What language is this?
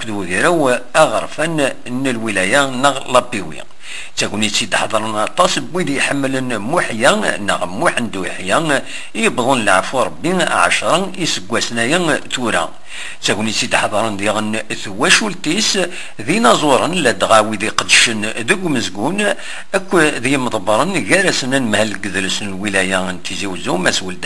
Kabyle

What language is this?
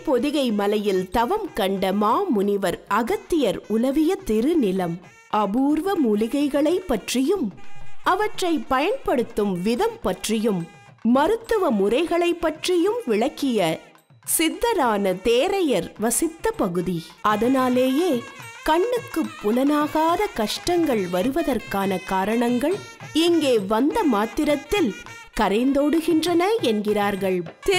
Tamil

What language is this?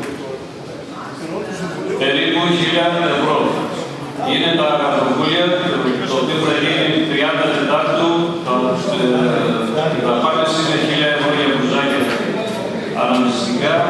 Greek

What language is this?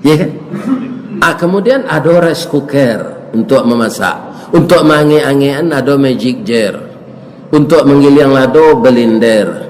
Minangkabau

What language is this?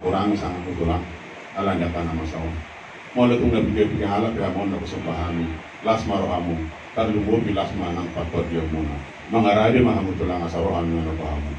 Batak Toba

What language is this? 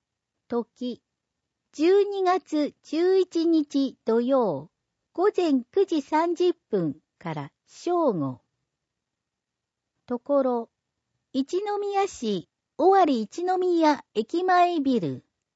Japanese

